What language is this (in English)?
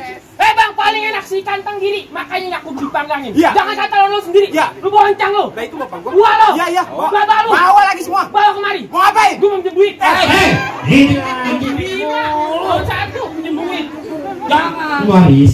Betawi